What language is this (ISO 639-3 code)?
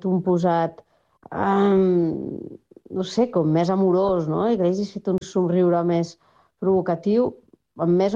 cat